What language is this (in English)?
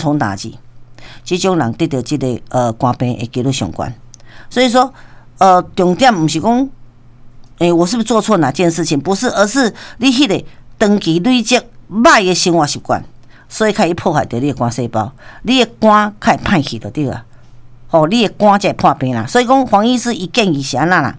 Min Nan Chinese